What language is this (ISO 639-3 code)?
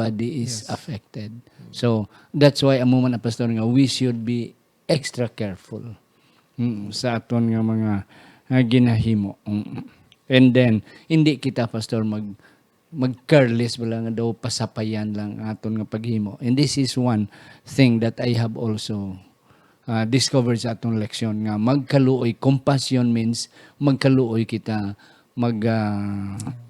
hil